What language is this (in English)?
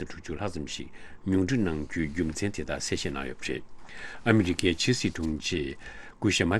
Tibetan